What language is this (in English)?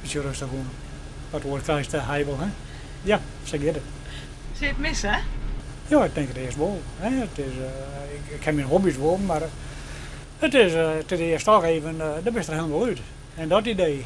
Western Frisian